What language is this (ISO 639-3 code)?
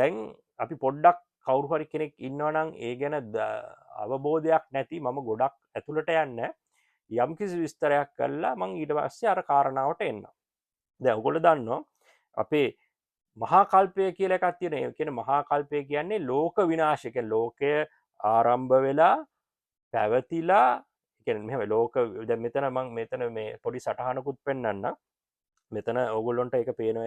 sin